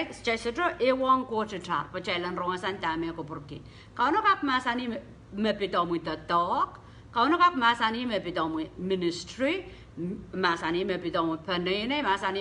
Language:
Pohnpeian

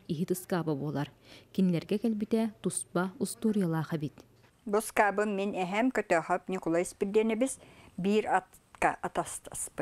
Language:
Yakut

